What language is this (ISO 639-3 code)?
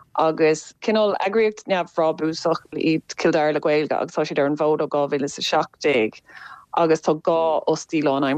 gle